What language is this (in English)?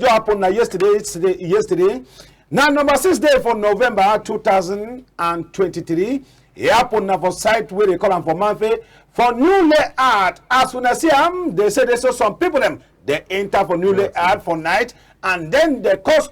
Cameroon Pidgin